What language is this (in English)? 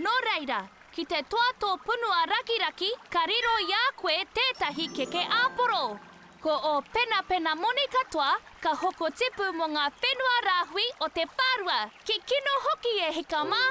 Māori